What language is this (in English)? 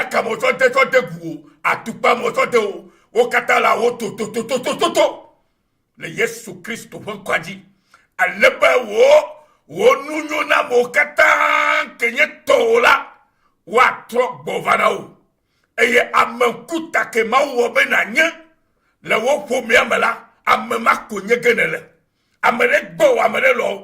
Ewe